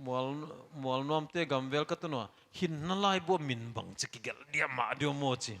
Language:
Paite Chin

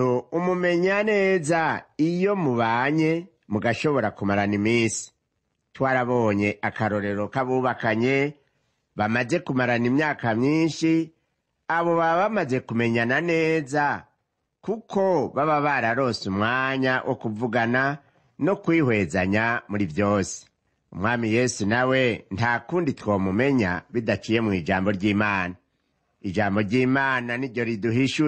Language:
Rundi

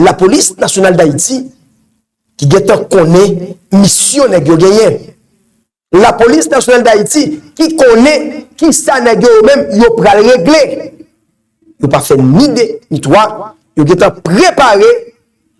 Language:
Haitian Creole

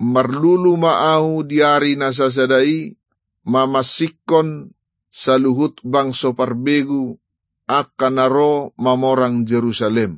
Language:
Batak Toba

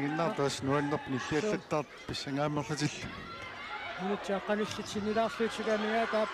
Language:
Kalaallisut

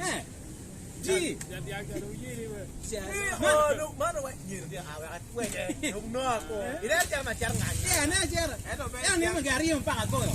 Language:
Acoli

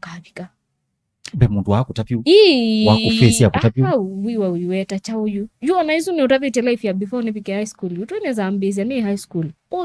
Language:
Kamba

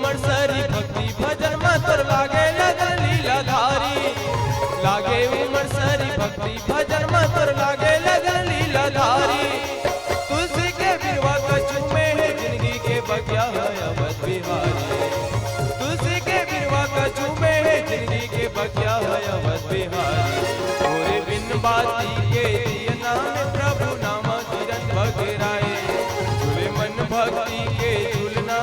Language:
Chhattisgarhi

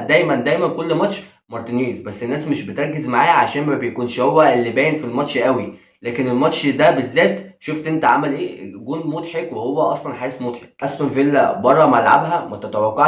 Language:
Egyptian Arabic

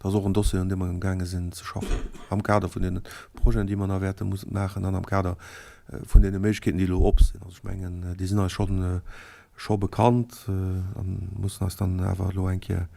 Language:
Luxembourgish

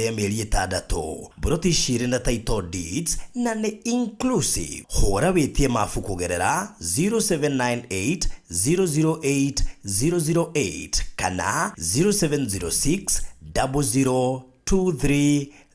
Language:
Kikuyu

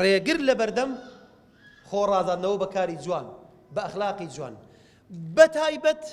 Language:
Central Kurdish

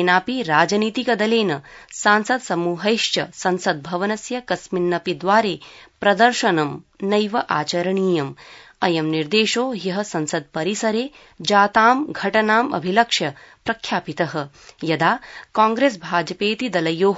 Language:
Sanskrit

